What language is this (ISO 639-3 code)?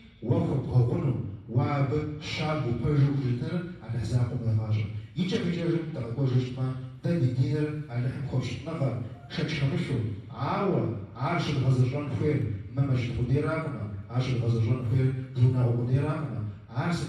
kbd